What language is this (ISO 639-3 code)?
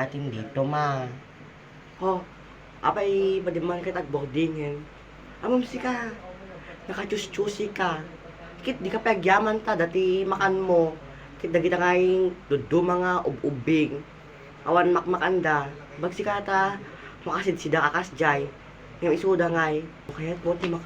ilo